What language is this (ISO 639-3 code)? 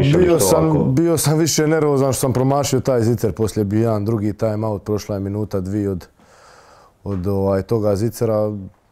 hrv